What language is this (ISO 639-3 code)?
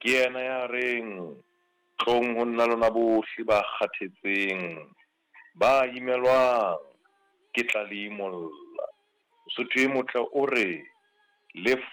sot